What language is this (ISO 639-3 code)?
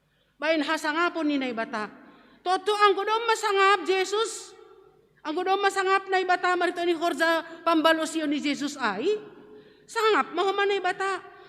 bts